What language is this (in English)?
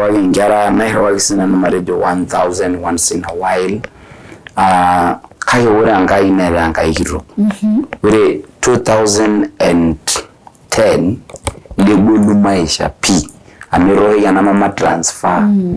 Masai